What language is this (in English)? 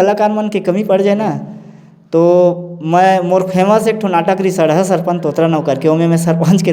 Chhattisgarhi